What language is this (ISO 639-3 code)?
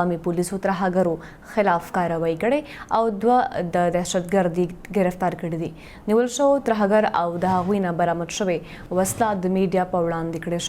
pus